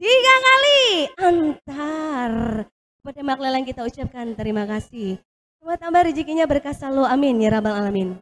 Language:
Banjar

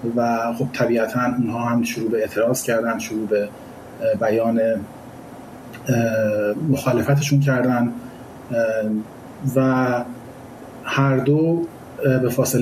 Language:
Persian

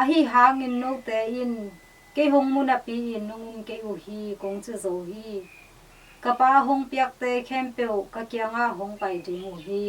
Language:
Tedim Chin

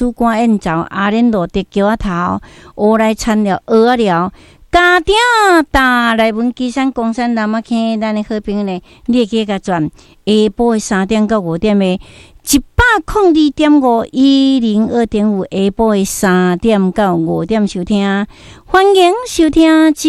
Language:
Min Nan Chinese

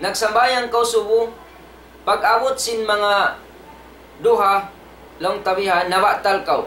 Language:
Tausug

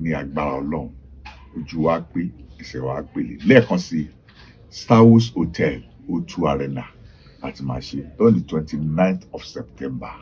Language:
Yoruba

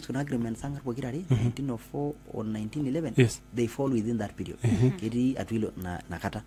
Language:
Masai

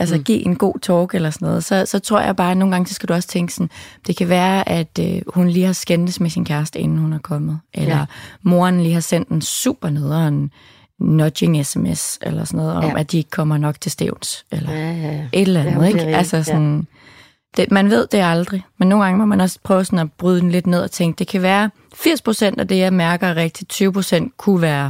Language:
Danish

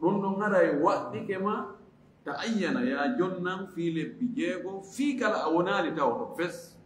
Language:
Fula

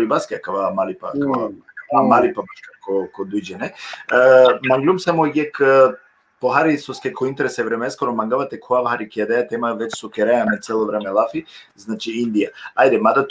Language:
Balkan Romani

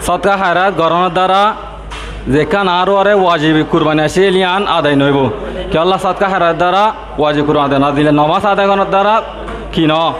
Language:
Rohingya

